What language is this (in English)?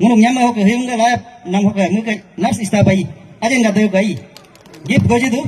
Galo